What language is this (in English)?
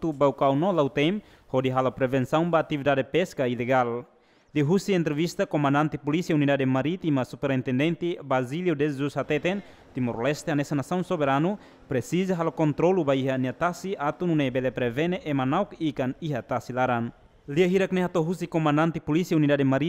Tetum